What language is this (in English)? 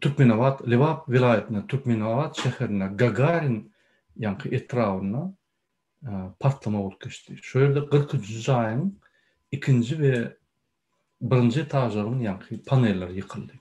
Turkmen